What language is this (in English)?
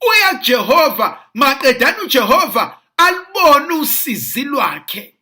Zulu